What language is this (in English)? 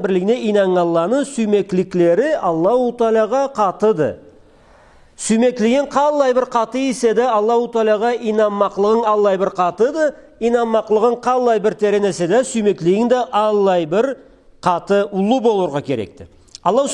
Karachay-Balkar